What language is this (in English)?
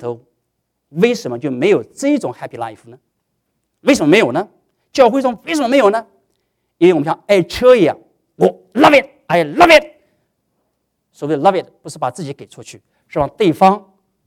Chinese